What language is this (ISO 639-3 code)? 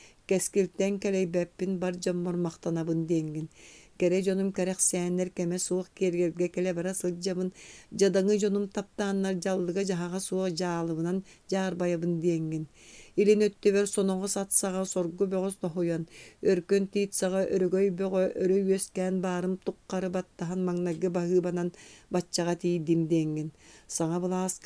sah